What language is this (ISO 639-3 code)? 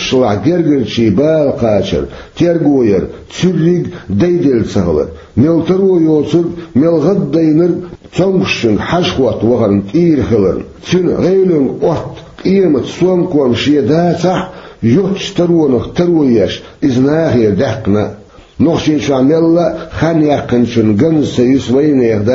che